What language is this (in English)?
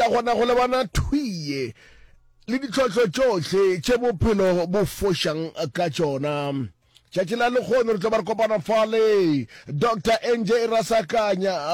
Northern Sotho